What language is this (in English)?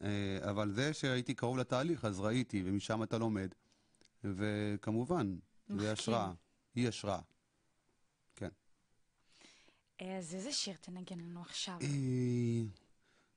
Hebrew